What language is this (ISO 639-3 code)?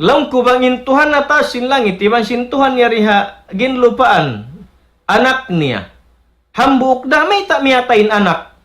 tsg